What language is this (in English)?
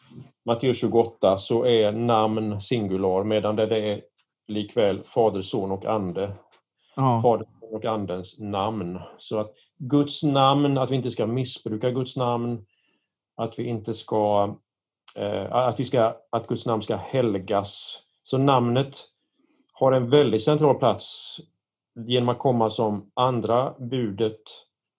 Swedish